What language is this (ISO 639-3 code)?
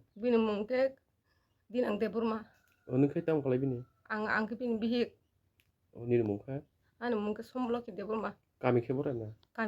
trp